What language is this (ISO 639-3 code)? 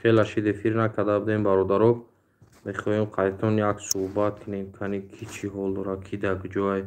tgk